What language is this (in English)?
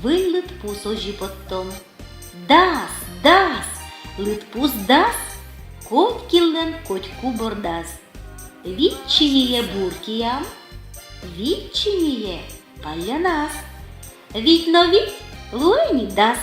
Udmurt